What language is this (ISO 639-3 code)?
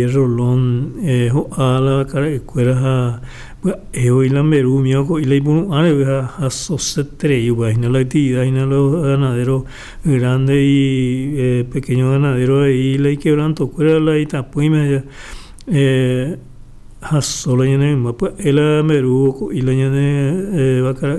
grn